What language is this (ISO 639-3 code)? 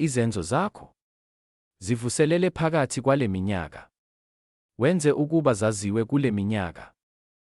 zul